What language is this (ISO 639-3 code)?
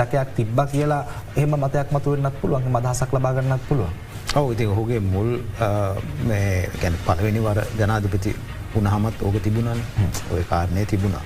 sin